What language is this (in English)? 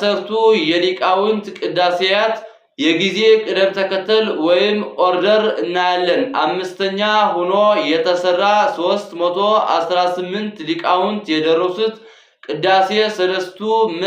Amharic